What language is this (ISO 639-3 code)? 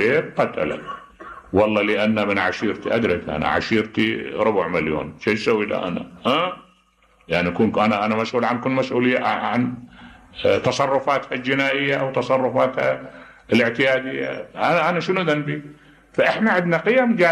acm